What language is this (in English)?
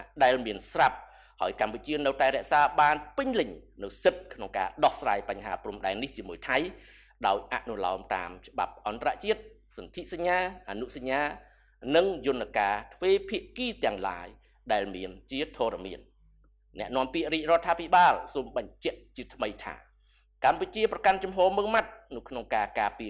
Khmer